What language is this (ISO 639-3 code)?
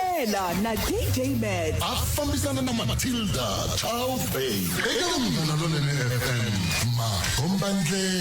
tso